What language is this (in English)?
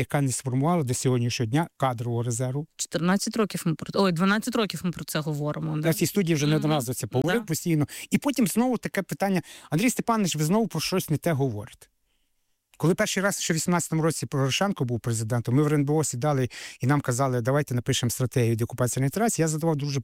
Ukrainian